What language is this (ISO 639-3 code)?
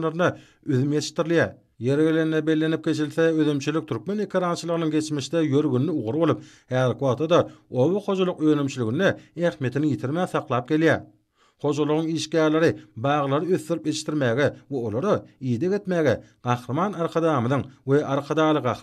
tuk